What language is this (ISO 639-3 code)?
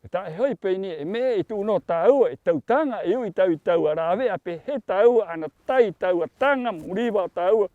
rap